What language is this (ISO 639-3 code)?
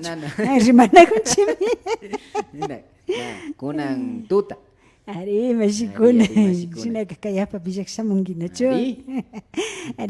qvi